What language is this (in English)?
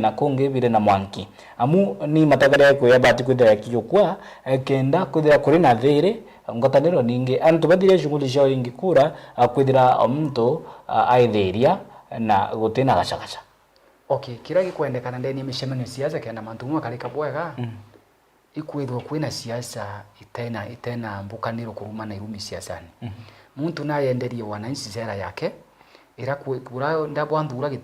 Meru